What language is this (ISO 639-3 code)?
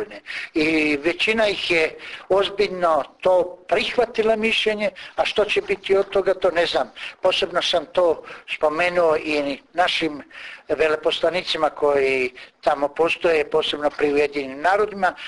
hrv